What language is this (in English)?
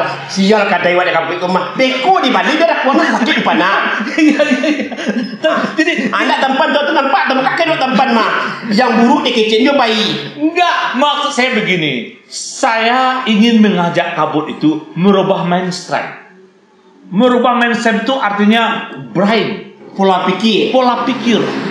Minangkabau